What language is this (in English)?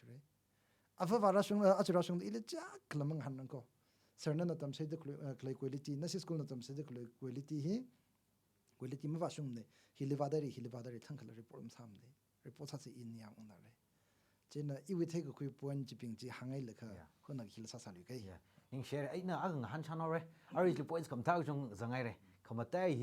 Tangkhul Naga (India)